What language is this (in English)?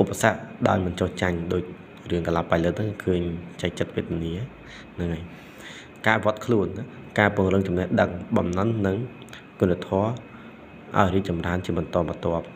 Khmer